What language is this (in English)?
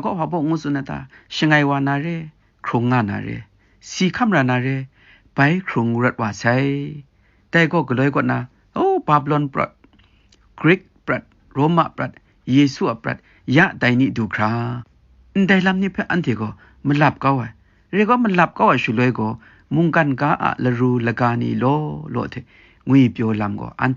Kachin